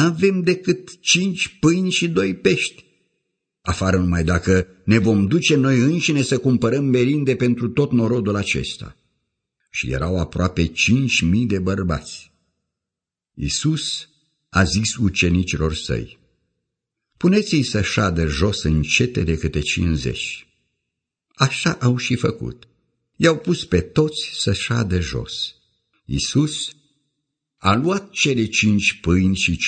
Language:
Romanian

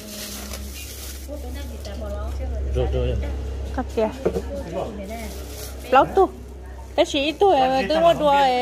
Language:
Vietnamese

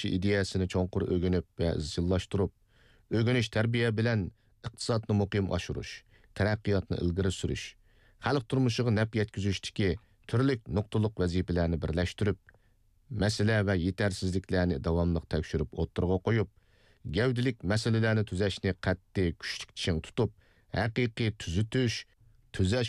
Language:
Uyghur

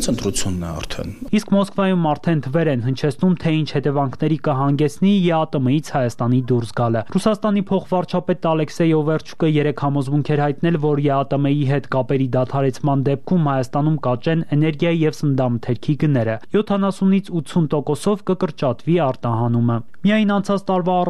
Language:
Armenian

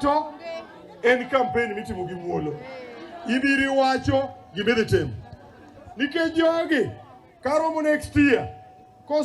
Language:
Luo (Kenya and Tanzania)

